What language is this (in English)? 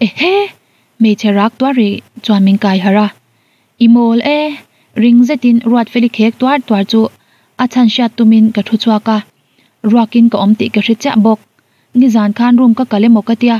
Mizo